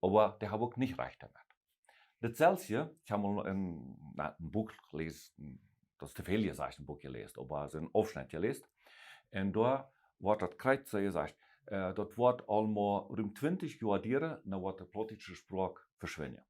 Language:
Plautdietsch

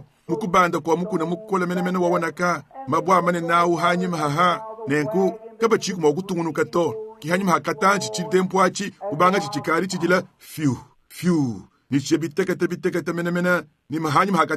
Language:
Luba-Lulua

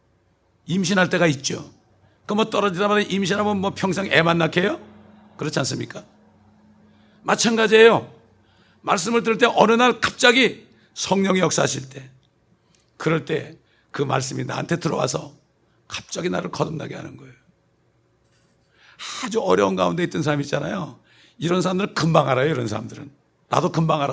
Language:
Korean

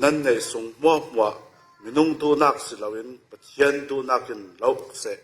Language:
Falam Chin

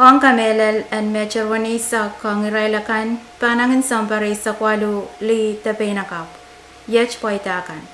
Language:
Pohnpeian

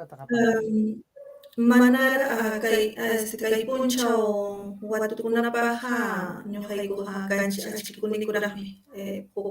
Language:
Ayacucho Quechua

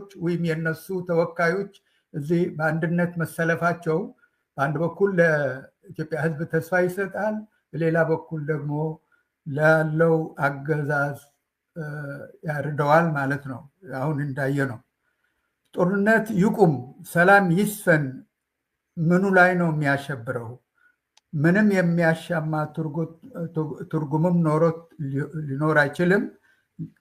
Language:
Amharic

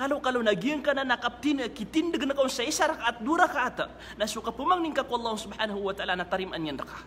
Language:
Maranao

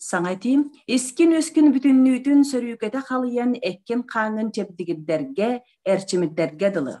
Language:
Yakut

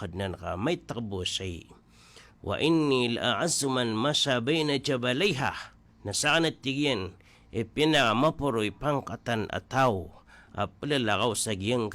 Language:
Maranao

